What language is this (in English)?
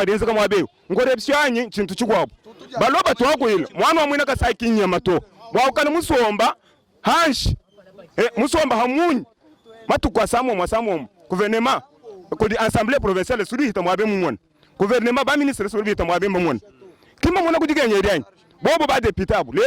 Luba-Lulua